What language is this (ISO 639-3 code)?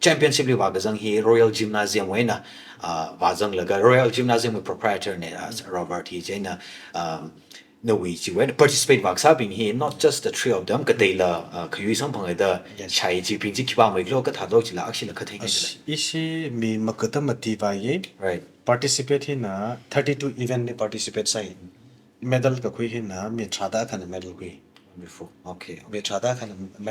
nmf